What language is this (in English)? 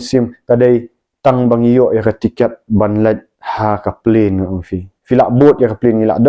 Khasi